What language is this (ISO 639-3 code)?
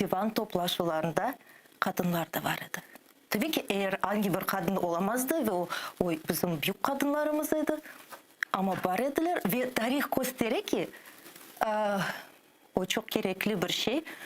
crh